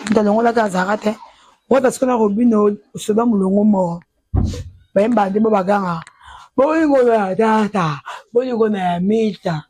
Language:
Lingala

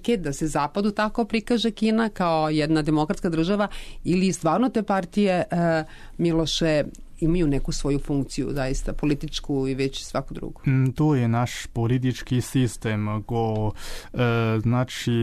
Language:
Serbian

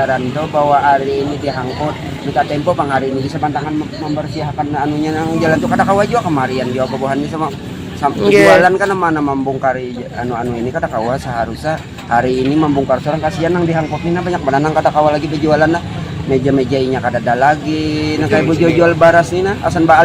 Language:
Banjar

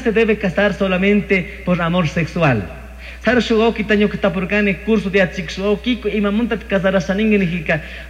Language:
Chimborazo Highland Quichua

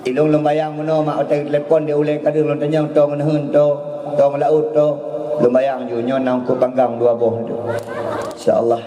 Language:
Achinese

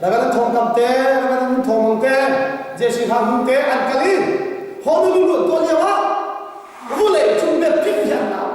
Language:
Hakha Chin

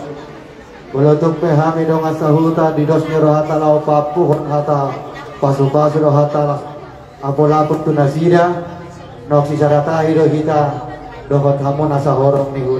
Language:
Batak Toba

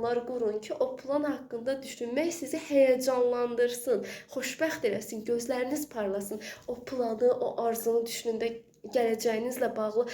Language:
Azerbaijani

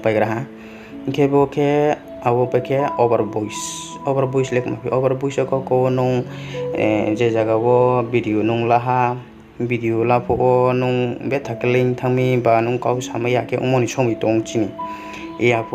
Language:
Riang (India)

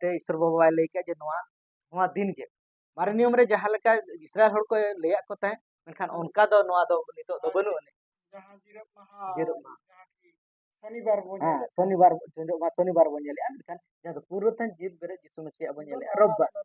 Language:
Santali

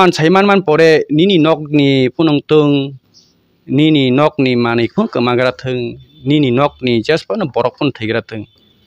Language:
Kok Borok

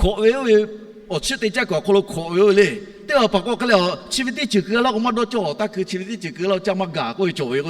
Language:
Lahu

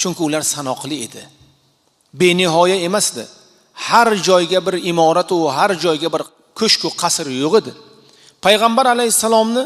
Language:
Uzbek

